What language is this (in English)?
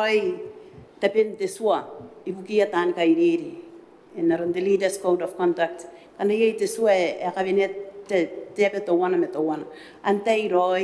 Gilbertese